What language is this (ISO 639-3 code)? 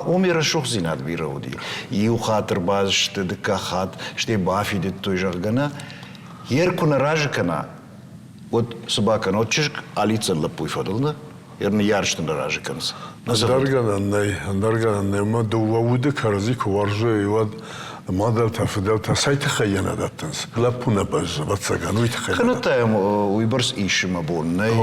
oss